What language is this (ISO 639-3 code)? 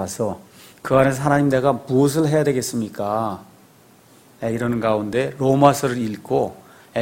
kor